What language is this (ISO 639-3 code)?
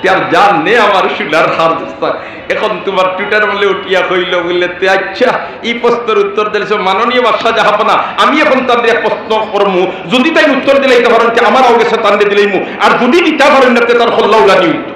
syl